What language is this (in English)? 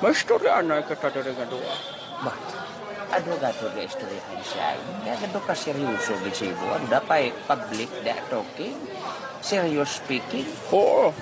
Hiligaynon